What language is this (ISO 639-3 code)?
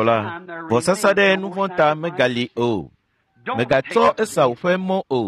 ewe